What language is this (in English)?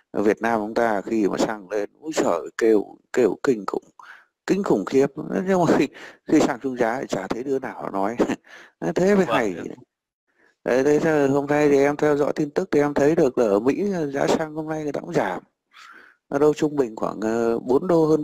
Vietnamese